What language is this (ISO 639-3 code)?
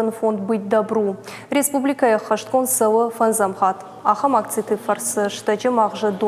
oss